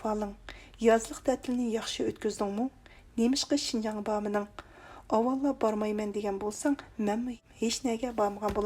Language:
Uyghur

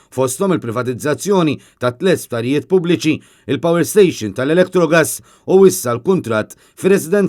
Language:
Maltese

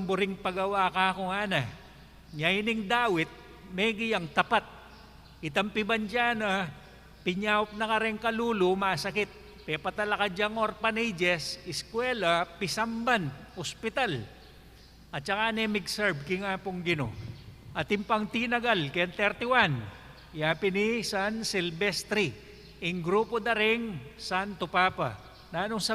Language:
Pampanga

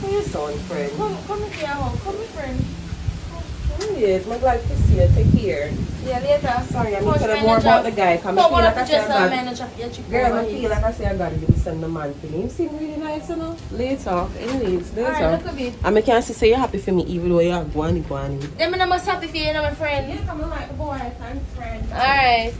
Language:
Jamaican Creole English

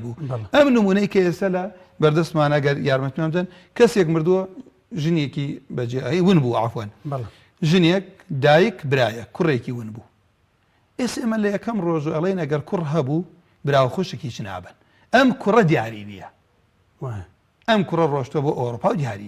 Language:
Central Kurdish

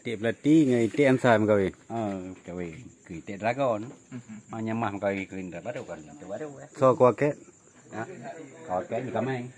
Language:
Achinese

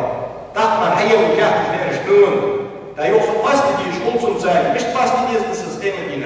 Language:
Ingush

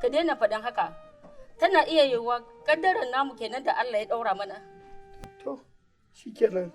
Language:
Hausa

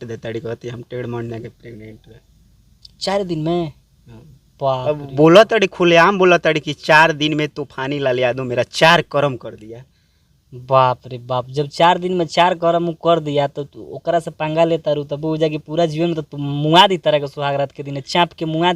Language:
Bhojpuri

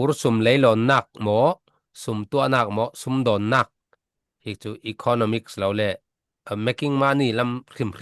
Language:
Falam Chin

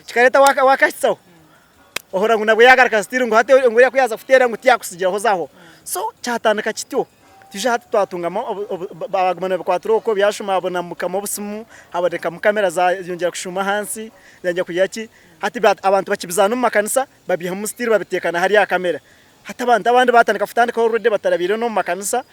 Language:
Nyankole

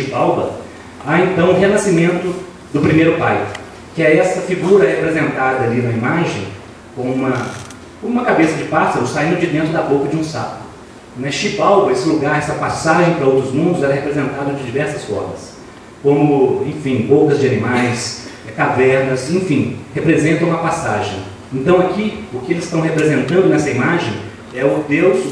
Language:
Portuguese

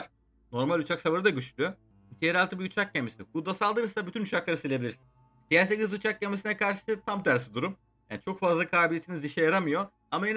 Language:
Turkish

